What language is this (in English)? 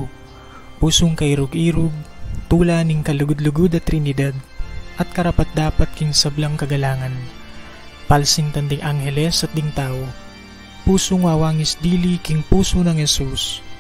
Pampanga